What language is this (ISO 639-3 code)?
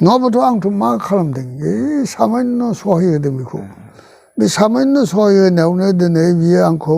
brx